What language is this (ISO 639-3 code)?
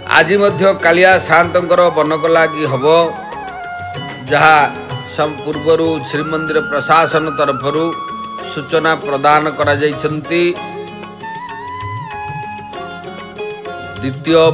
ori